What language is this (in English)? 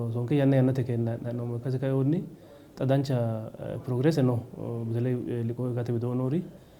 Sidamo